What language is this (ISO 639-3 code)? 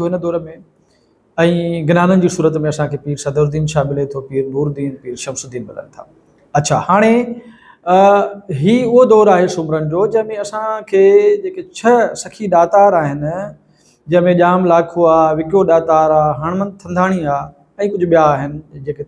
snd